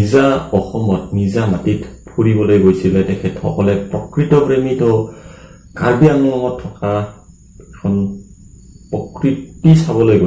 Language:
Assamese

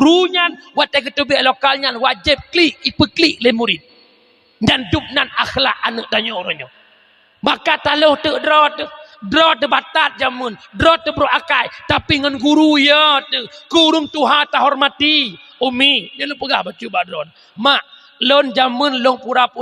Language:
Achinese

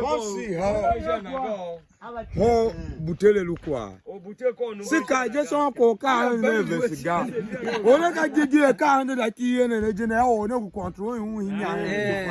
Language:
Tiv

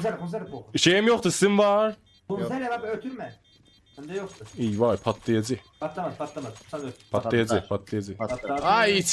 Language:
South Azerbaijani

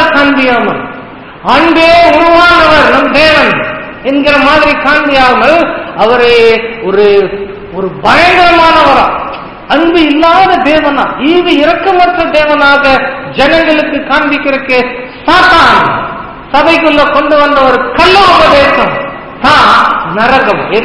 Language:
Tamil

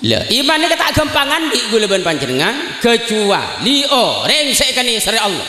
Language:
Madurese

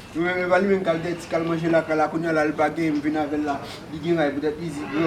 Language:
Haitian Creole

